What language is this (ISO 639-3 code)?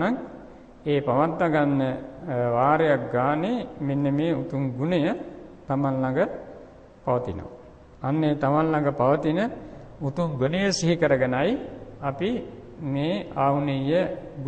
sin